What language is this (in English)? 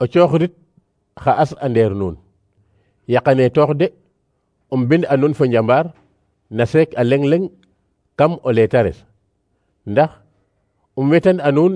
Serer